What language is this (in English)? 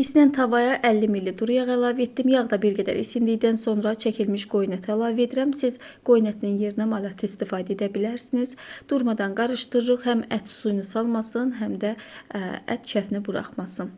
Azerbaijani